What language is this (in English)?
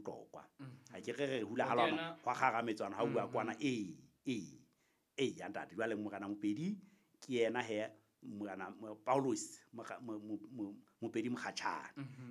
Southern Sotho